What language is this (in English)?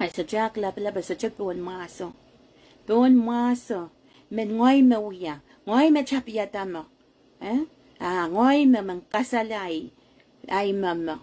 Pohnpeian